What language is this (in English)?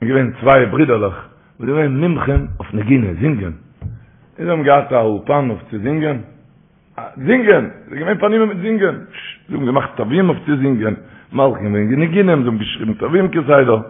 Yiddish